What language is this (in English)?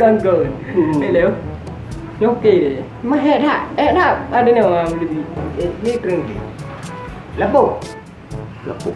Achinese